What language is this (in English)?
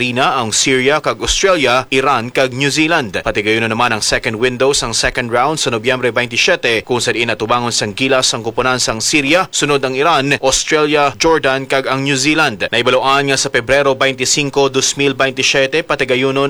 Hiligaynon